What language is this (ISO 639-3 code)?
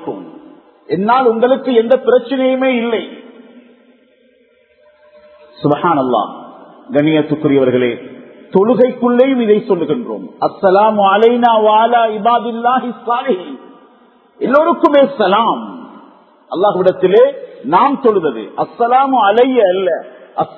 tam